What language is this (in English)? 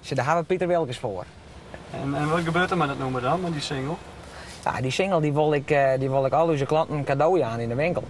Western Frisian